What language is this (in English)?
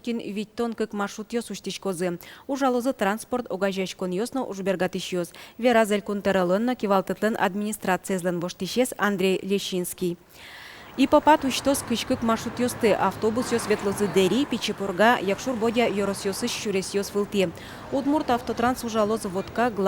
Udmurt